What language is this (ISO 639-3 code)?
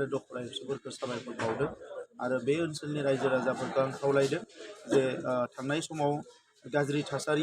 brx